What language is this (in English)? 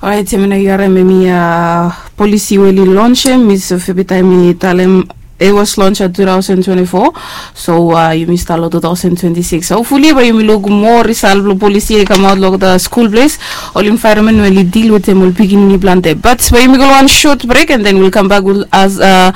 Bislama